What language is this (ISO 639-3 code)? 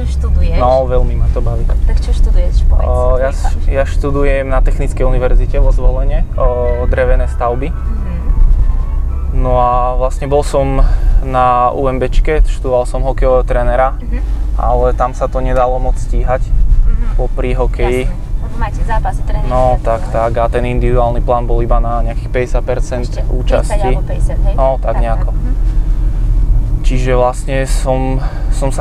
slk